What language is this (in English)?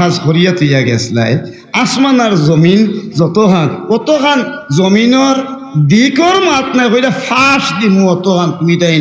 Sylheti